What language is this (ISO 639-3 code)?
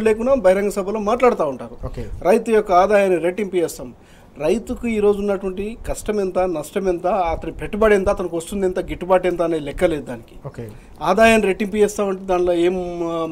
tel